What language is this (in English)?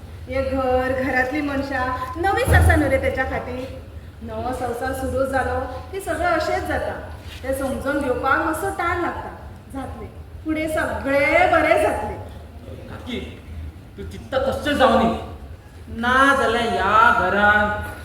Konkani